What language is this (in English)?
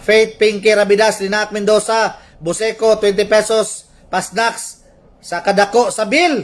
Cebuano